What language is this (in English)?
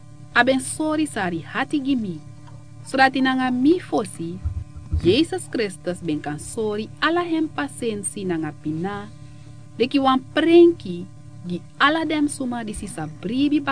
Sranan Tongo